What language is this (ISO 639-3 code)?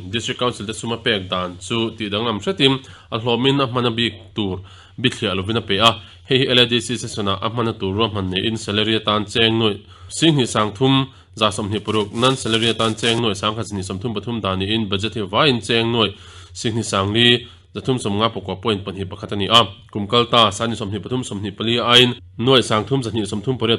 lus